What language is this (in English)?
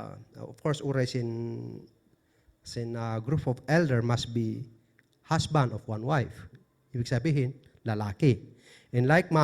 Kankanaey